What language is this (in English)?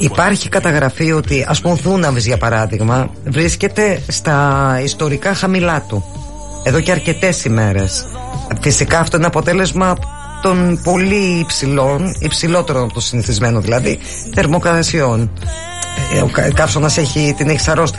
Greek